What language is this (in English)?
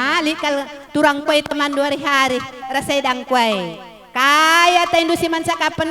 Batak Karo